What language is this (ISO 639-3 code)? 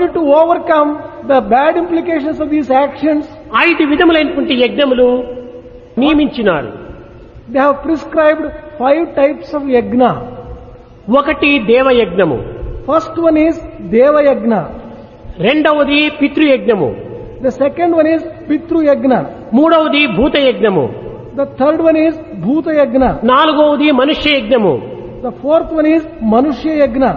tel